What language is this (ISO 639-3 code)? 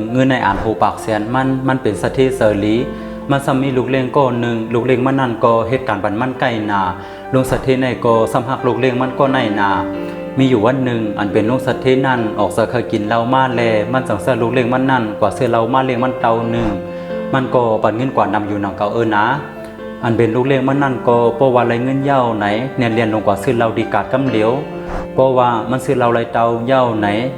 shn